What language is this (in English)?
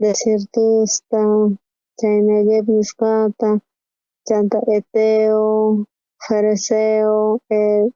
South Bolivian Quechua